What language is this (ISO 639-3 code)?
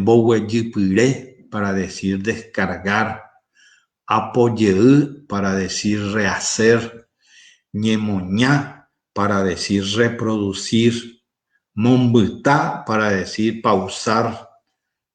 grn